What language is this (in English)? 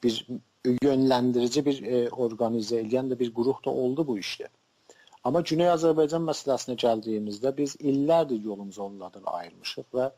South Azerbaijani